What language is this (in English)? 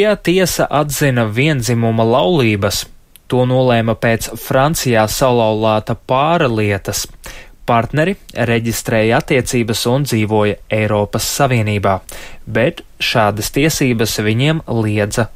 Latvian